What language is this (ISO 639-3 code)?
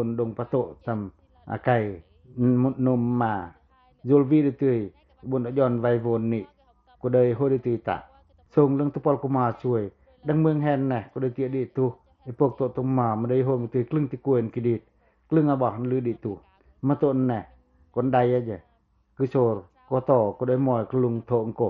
pac